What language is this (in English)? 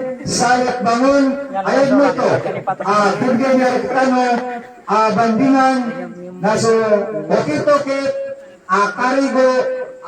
Maranao